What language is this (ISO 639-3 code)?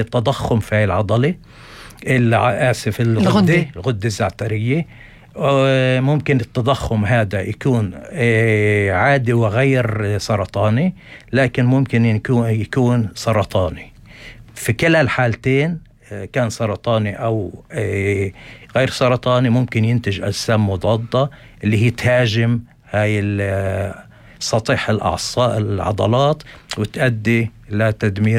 apc